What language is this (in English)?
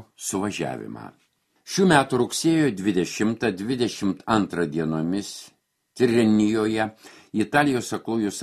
Lithuanian